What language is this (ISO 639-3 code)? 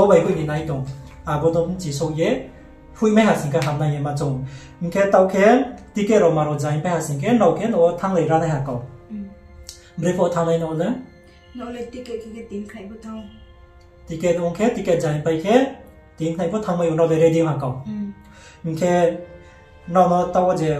ria